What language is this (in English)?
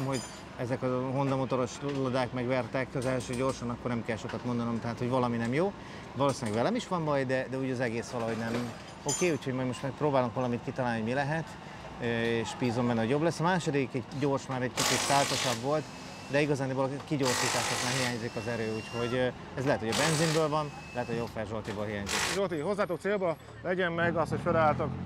Hungarian